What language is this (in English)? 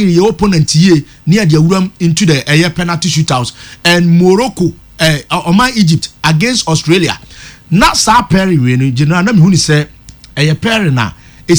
Akan